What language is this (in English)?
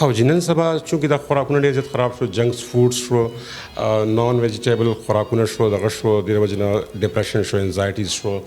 Pashto